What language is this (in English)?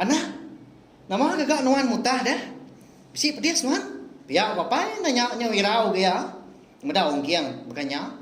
Iban